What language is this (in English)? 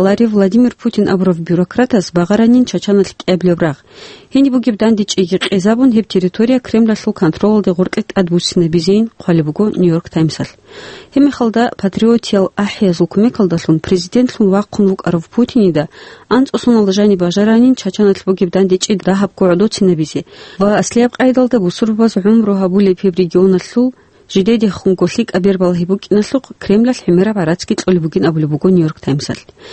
Avaric